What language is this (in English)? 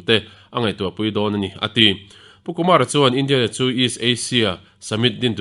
Mizo